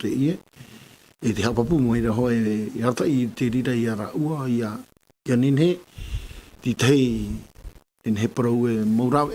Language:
Tahitian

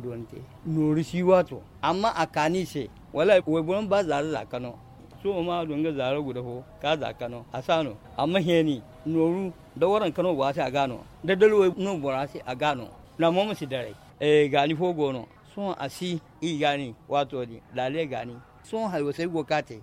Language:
Zarma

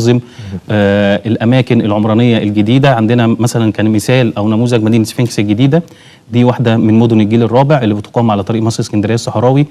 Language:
Egyptian Arabic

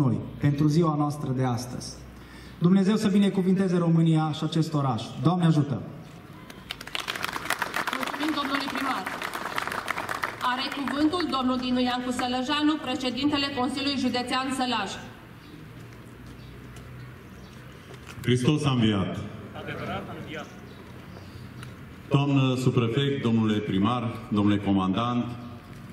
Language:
Romanian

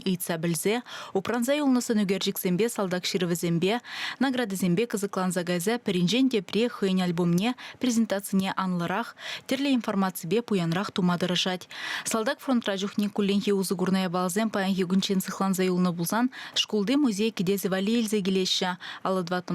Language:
Chuvash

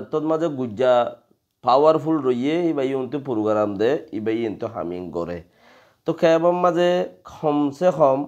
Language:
Rohingya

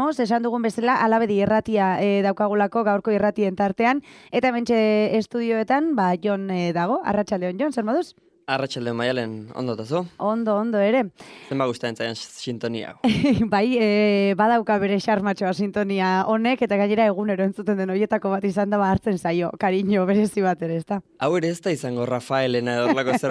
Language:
Basque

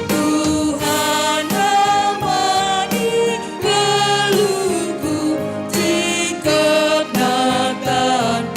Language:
Batak Karo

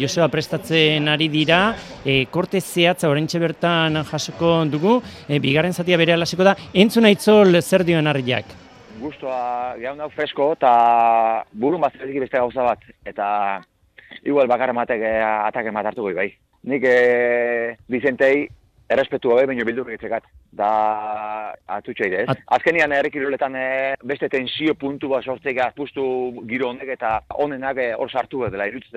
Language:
Basque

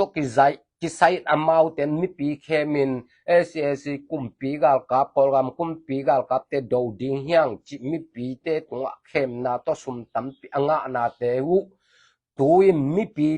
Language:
Tedim Chin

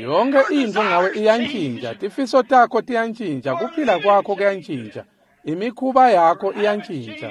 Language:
Swati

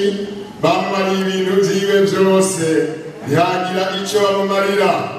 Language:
Rundi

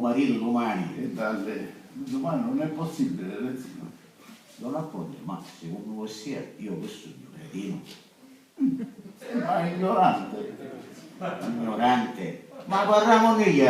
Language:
Sicilian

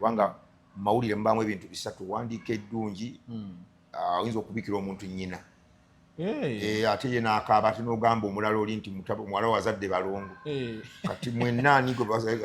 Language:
Ganda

